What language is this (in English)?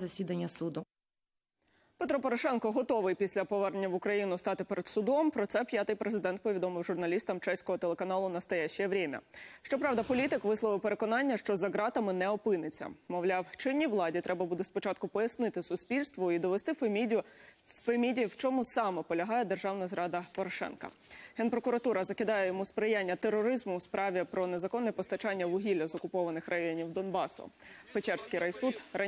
Ukrainian